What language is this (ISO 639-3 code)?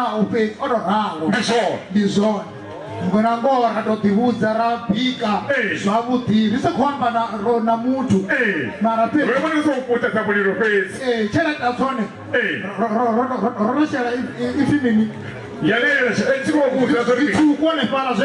ven